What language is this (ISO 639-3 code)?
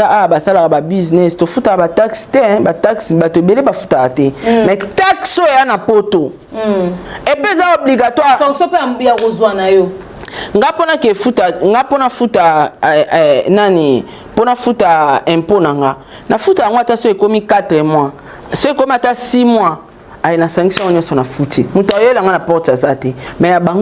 lin